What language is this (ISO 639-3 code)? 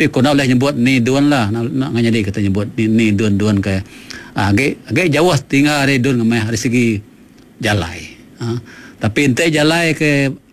iba